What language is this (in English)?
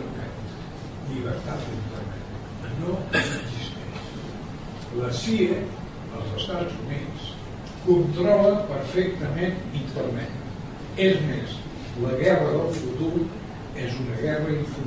Catalan